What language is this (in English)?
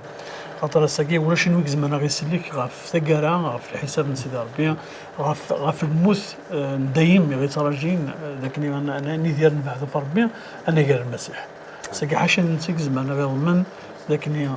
Kabyle